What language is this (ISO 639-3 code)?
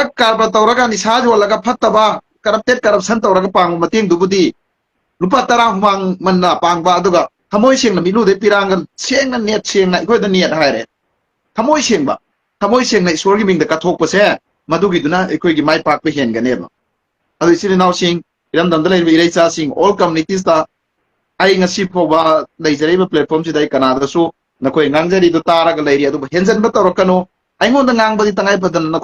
mni